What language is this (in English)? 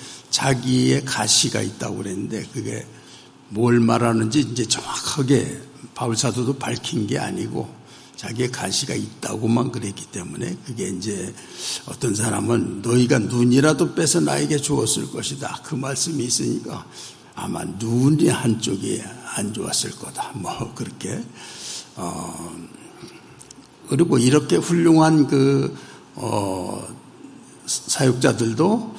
Korean